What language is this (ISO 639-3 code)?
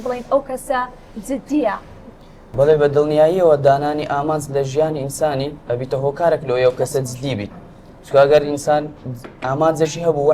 ckb